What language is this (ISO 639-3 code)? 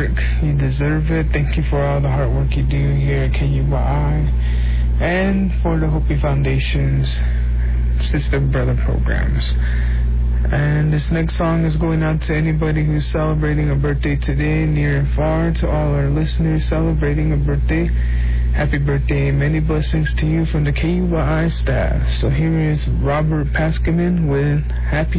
eng